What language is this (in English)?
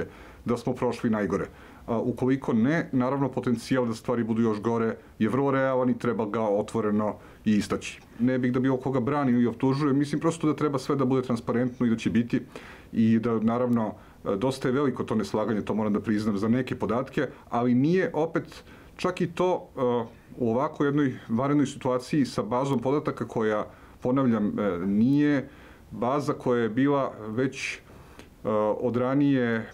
Serbian